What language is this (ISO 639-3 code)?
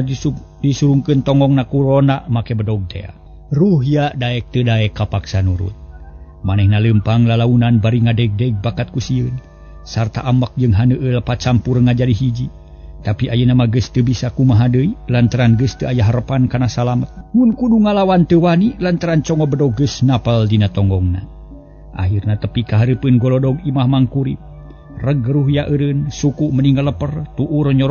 sun